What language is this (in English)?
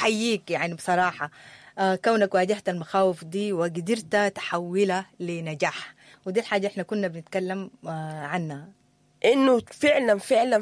Sudanese Arabic